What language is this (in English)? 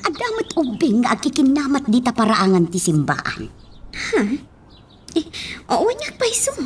Iloko